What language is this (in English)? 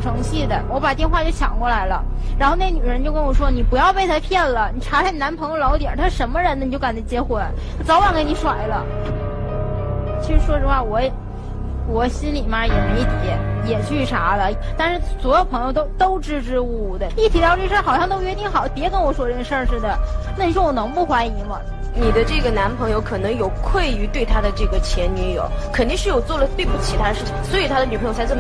Chinese